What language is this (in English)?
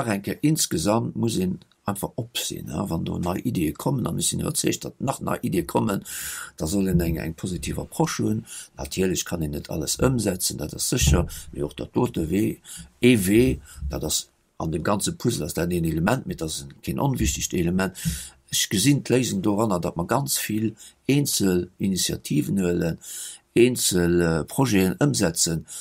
Luxembourgish